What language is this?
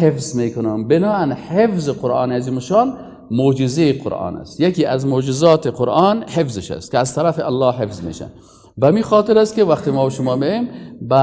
Persian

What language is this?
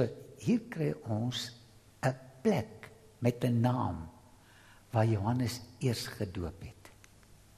Afrikaans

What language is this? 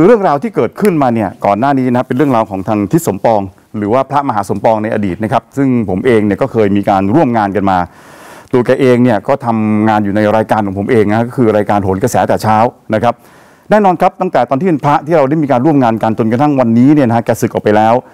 Thai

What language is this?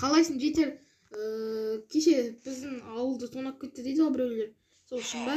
Kazakh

